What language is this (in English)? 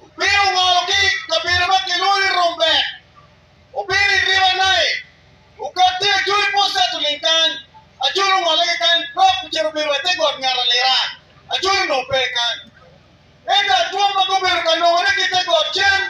Acoli